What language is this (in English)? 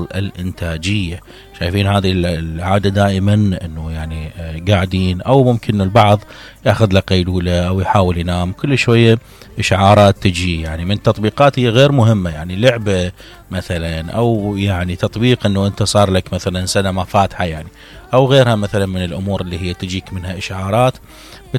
Mesopotamian Arabic